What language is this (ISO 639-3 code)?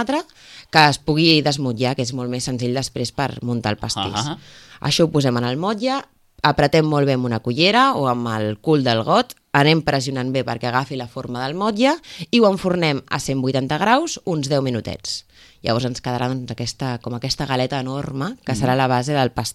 cat